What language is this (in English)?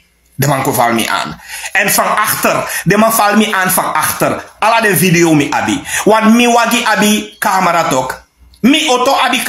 Sranan Tongo